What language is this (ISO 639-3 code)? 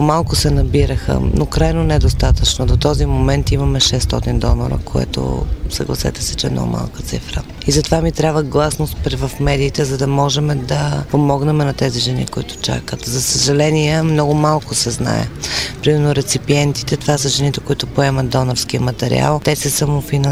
bul